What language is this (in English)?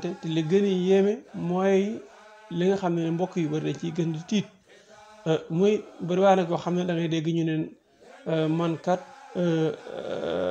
Wolof